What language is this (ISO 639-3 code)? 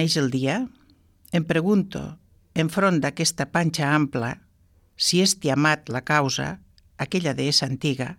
cat